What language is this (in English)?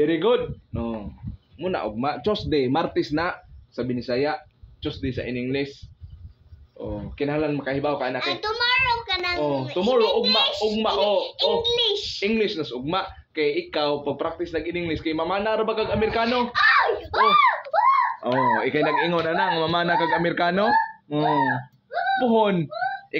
Cebuano